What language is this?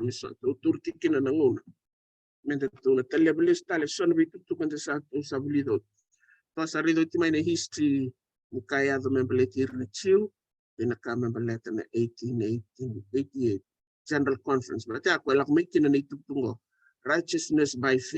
Fijian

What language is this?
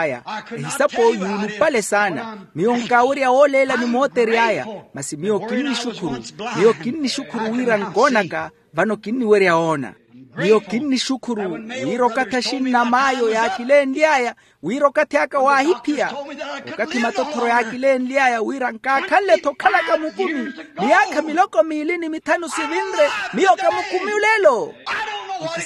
Makhuwa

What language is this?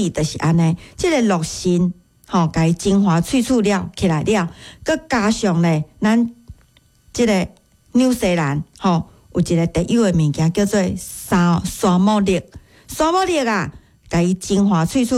Min Nan Chinese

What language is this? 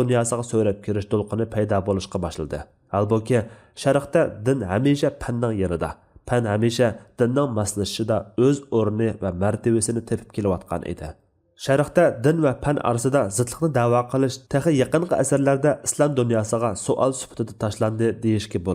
Uyghur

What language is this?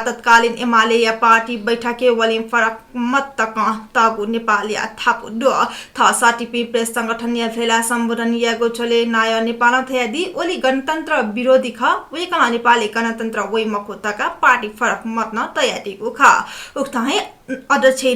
Newari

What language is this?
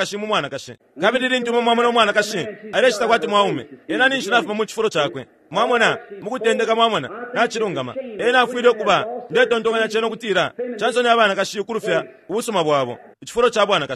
Bemba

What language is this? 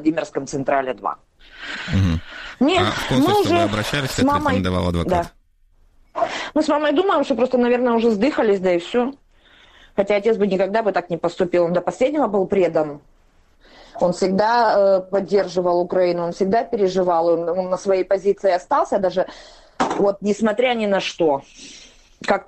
Russian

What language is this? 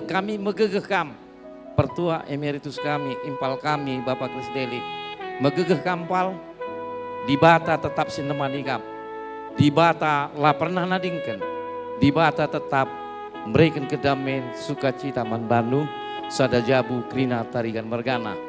Batak Karo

